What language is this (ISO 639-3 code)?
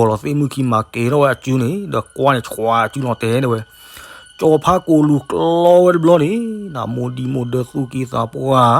ksw